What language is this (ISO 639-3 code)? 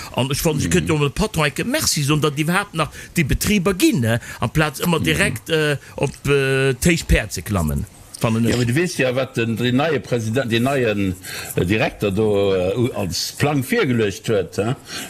ltz